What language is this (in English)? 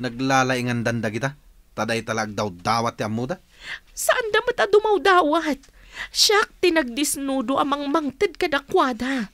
Iloko